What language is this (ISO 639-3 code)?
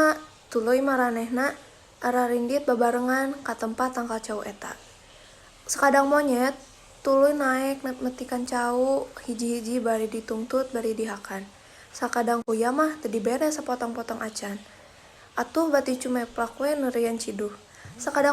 sun